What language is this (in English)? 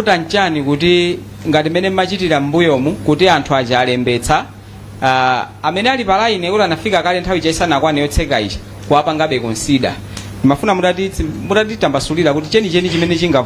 Nyanja